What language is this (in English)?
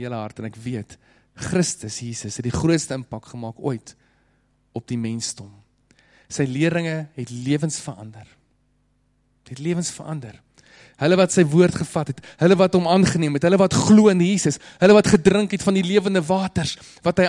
Afrikaans